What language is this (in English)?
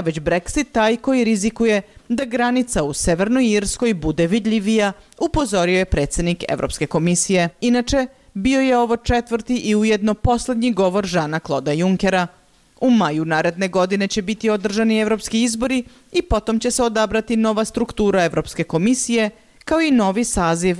Serbian